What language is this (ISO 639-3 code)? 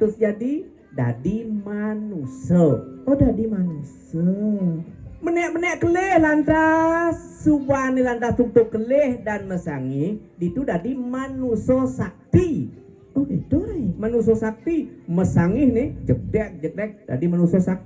ban